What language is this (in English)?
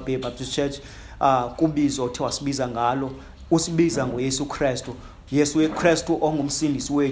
Xhosa